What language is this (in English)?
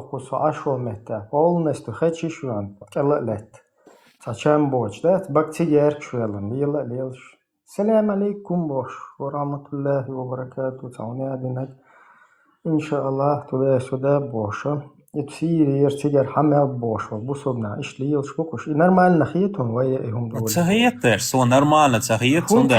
Chechen